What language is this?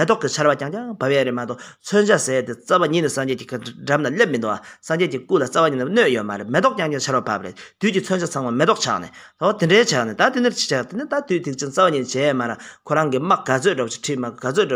Tibetan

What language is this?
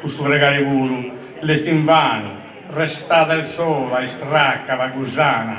Sardinian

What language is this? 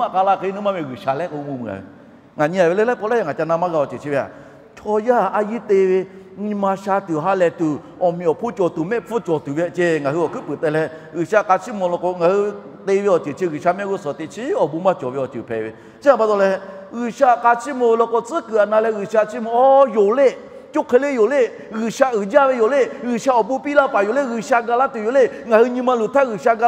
Lahu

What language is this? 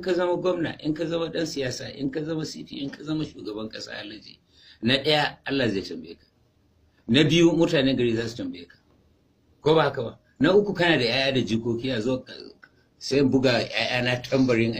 Hausa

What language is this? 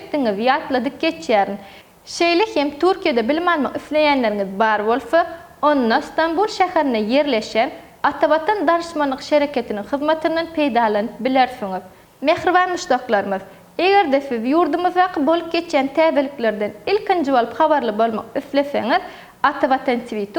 Turkmen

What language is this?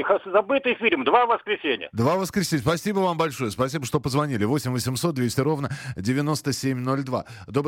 Russian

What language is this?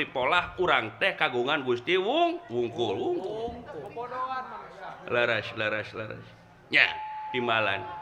Sundanese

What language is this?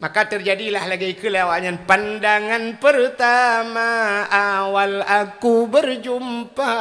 Achinese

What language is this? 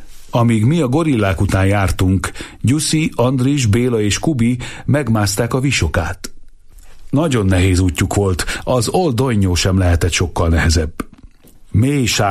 Hungarian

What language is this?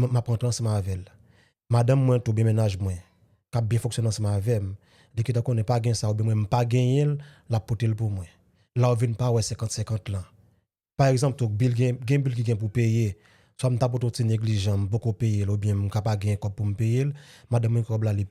Haitian Creole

